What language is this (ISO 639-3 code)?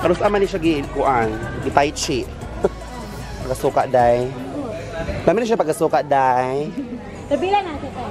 ceb